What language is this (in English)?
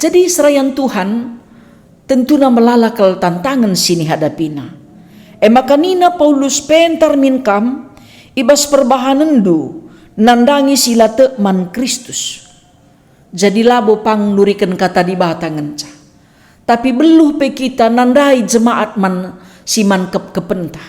Batak Karo